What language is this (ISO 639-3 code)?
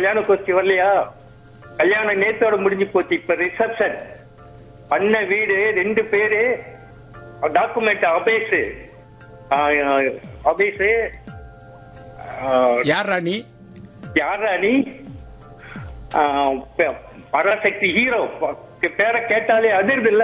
tam